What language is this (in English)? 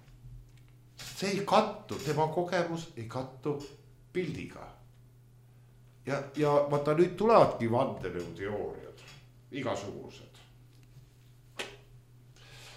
Estonian